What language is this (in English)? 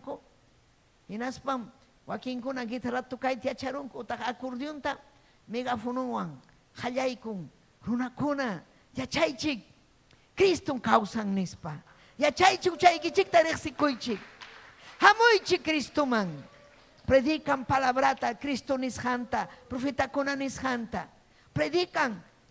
Ayacucho Quechua